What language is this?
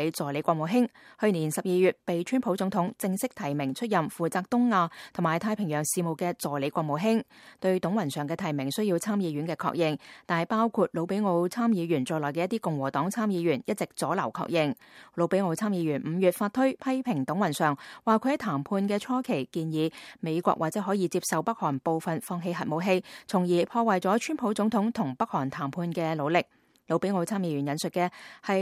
Cantonese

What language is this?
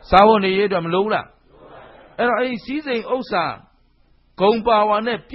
Burmese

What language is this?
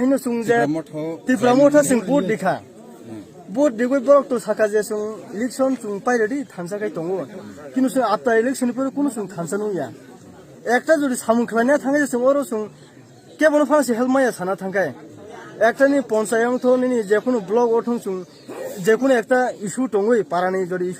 Kok Borok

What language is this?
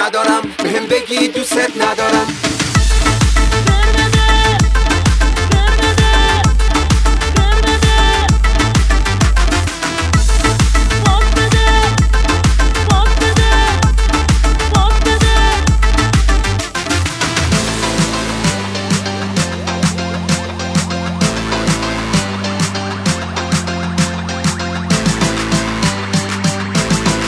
Persian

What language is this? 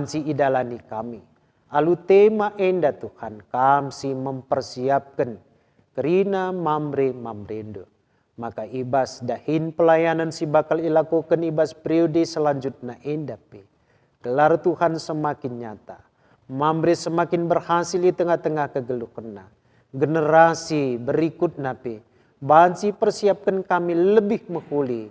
Batak Karo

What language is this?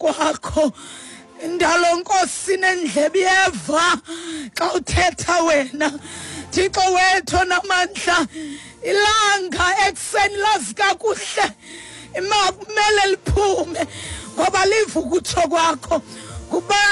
Xhosa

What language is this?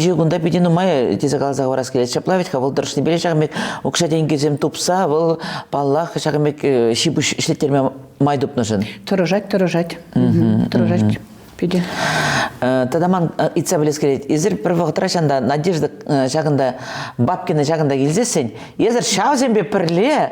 Chuvash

